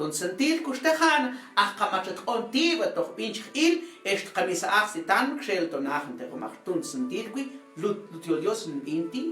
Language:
Mam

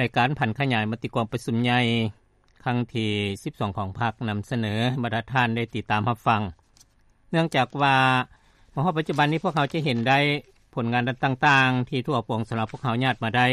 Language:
Lao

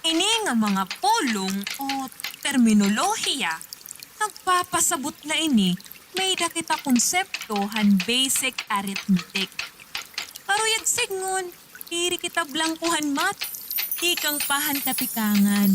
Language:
Waray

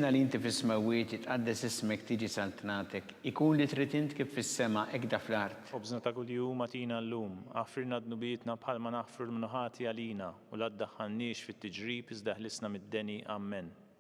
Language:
Maltese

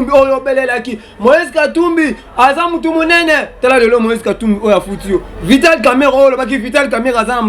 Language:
Lingala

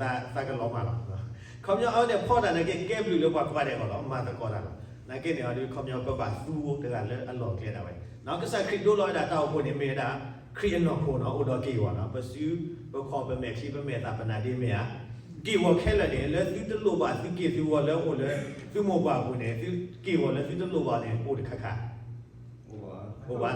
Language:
S'gaw Karen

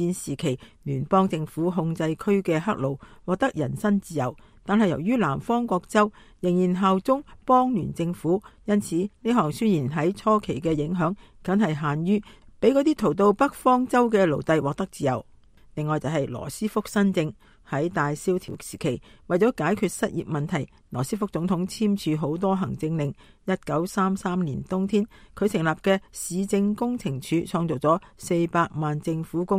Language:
Cantonese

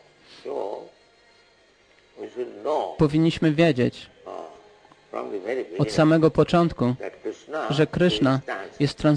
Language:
Polish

